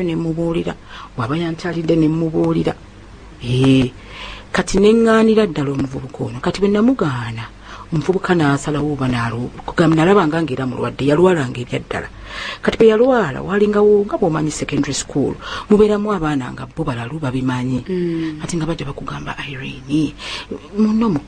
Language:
Ganda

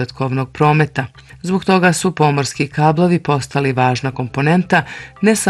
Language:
Bosnian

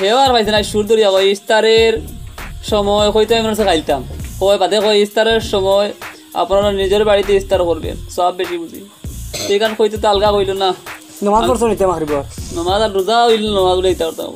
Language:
Sylheti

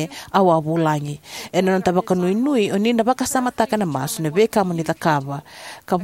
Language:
Fijian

